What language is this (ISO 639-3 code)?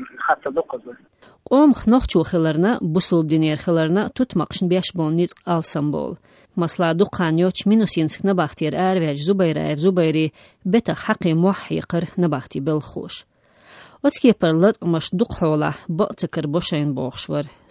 che